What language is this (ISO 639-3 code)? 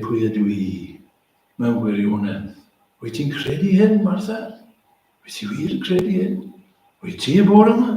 cym